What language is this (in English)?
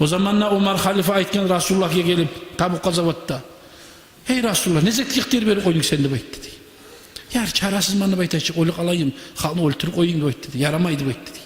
Kumyk